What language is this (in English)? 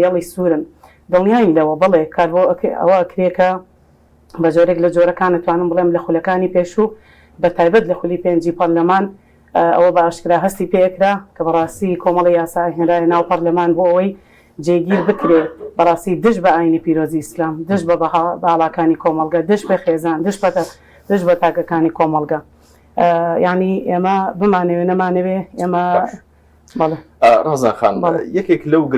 Central Kurdish